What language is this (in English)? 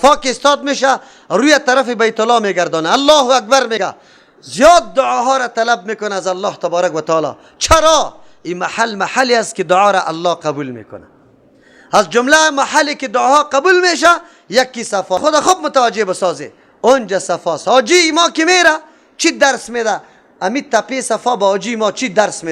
Persian